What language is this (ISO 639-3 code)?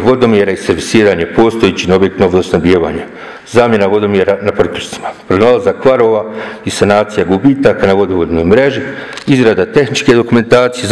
bos